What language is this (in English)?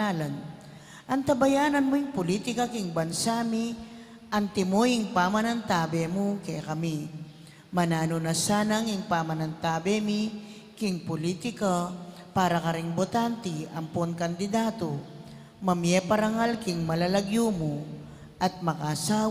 Pampanga